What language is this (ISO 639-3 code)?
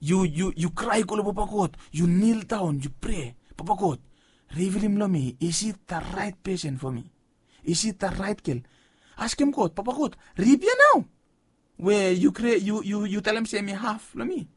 bis